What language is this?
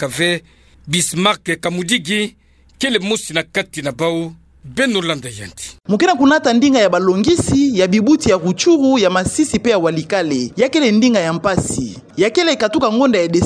Kituba (Democratic Republic of Congo)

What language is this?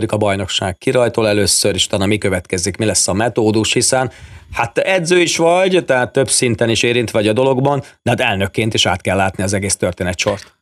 Hungarian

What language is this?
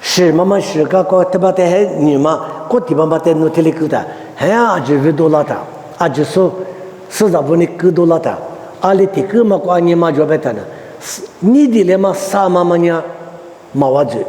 Lisu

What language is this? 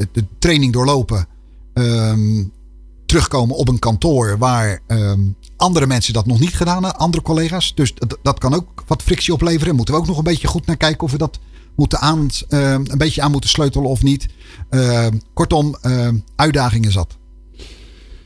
Dutch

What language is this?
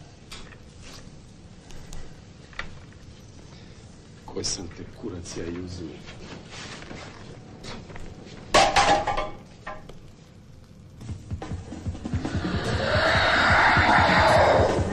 Serbian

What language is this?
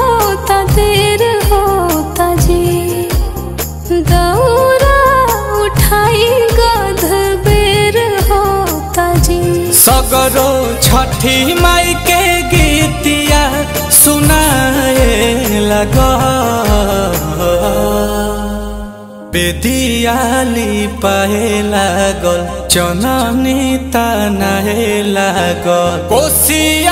Bhojpuri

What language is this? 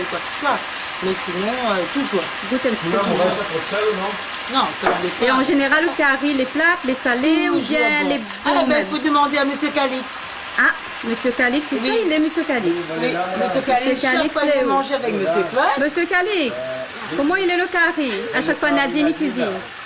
Réunion Creole French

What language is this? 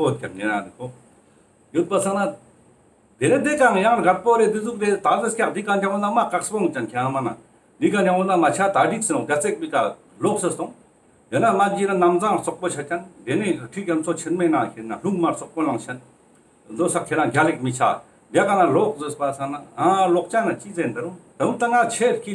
Ladakhi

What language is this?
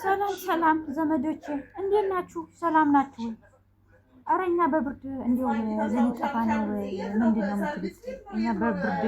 Amharic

